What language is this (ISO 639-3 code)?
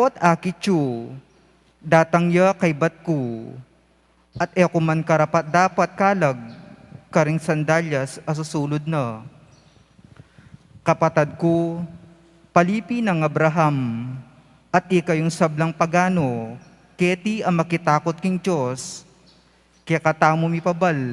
pam